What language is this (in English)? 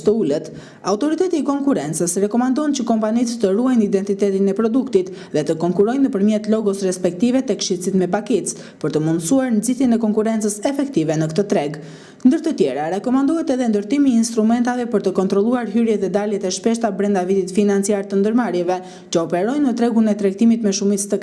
Albanian